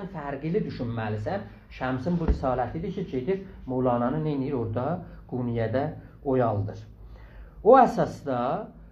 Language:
South Azerbaijani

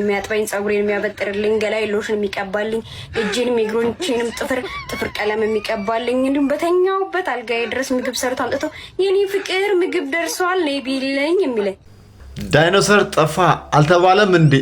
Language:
Amharic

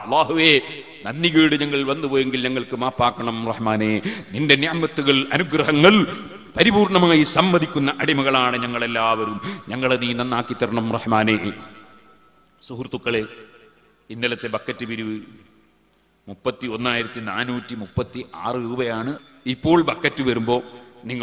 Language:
Malayalam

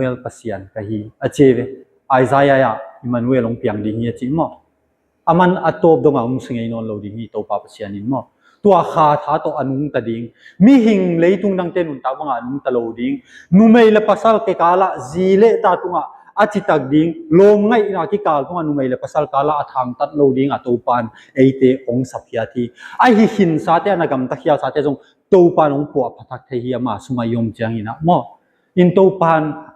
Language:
Tedim Chin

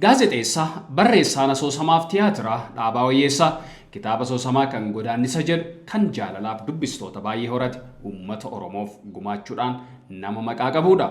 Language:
Oromo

